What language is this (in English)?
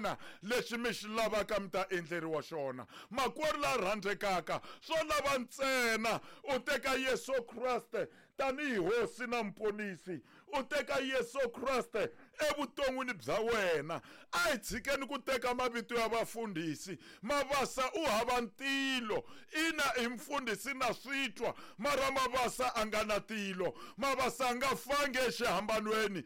Tsonga